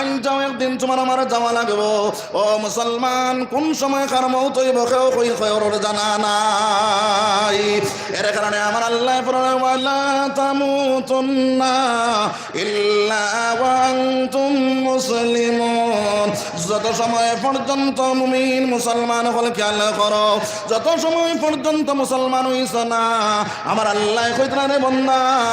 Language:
Sylheti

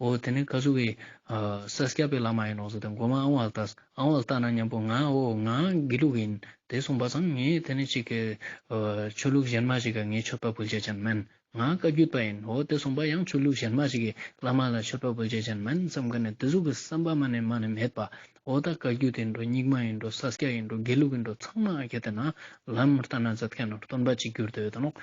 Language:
Ladakhi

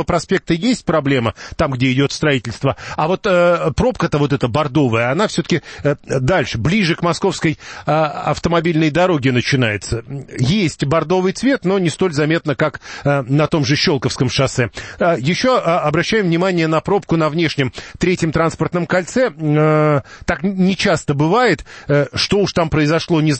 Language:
Russian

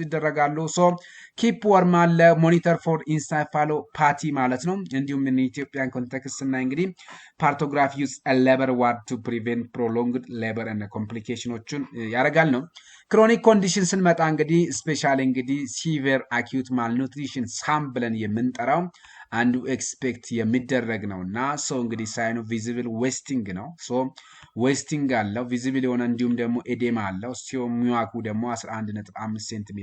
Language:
Amharic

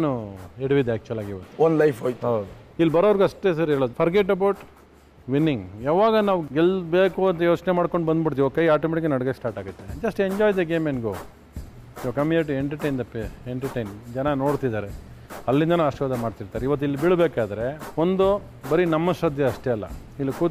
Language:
Kannada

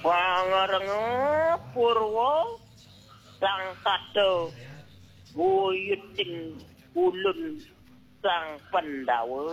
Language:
Balinese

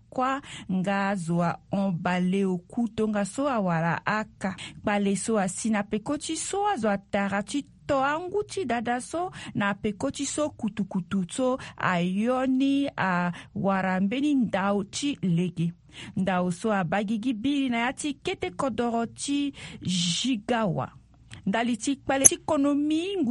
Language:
Sango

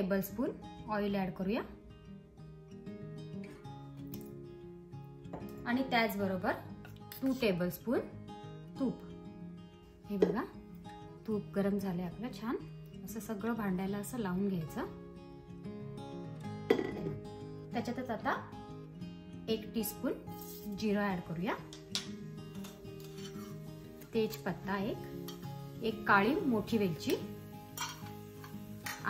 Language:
Marathi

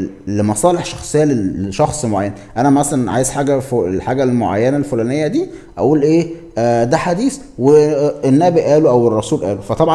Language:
Egyptian Arabic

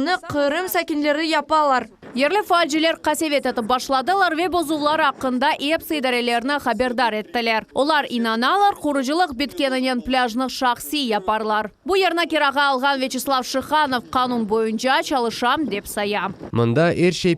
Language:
Crimean Tatar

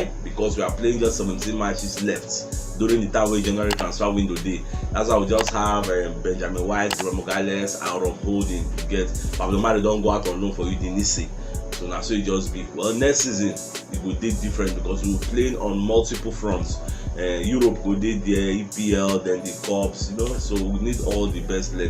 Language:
Nigerian Pidgin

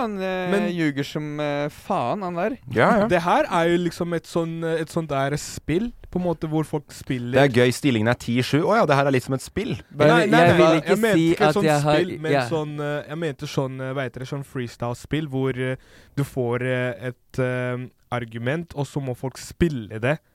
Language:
Norwegian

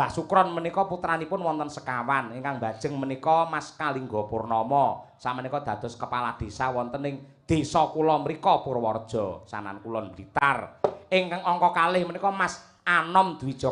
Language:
Javanese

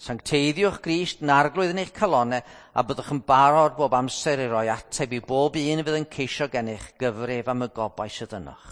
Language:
Welsh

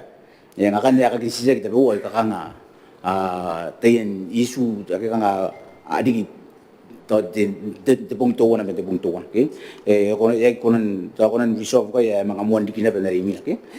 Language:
Gilbertese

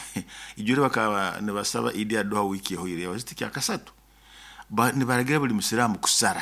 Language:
Nyoro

